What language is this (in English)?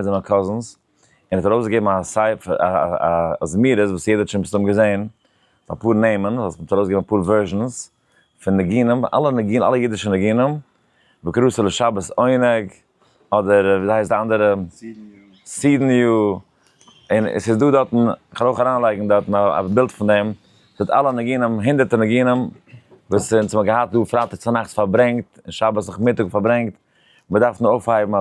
Yiddish